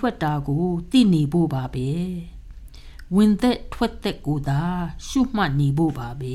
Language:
Burmese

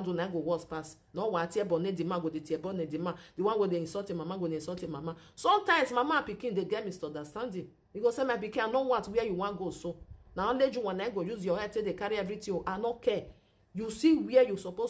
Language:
Nigerian Pidgin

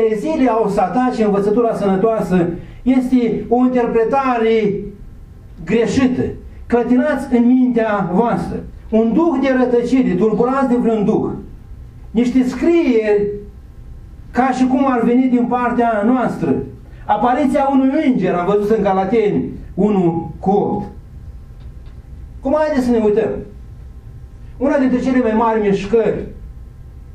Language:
Romanian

